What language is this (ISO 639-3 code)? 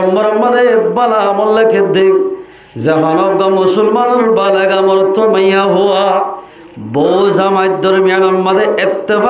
rhg